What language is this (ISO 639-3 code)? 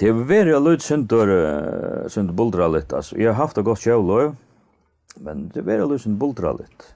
fao